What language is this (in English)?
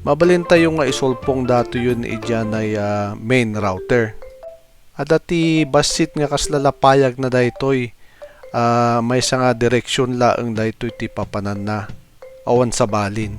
Iloko